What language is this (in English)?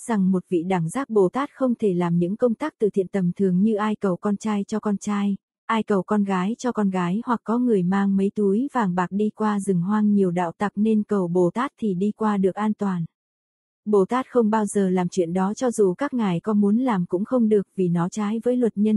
Vietnamese